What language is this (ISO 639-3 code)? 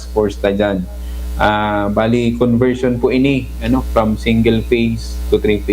bik